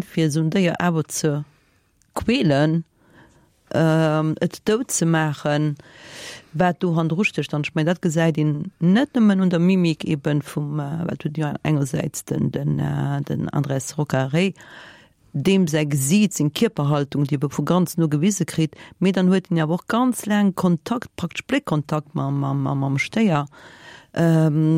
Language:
Luxembourgish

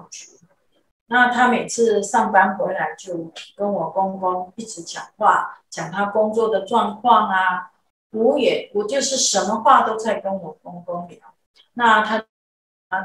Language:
Chinese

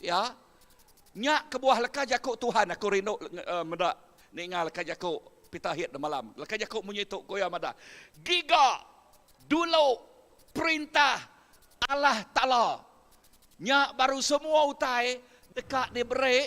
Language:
Iban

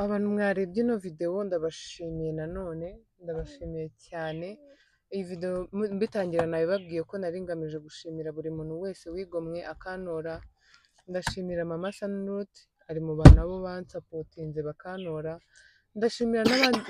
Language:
Kinyarwanda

